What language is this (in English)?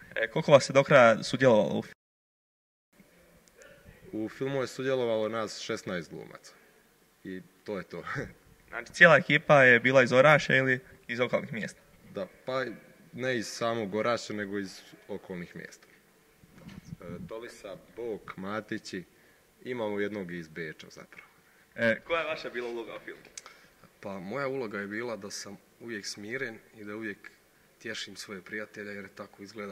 Croatian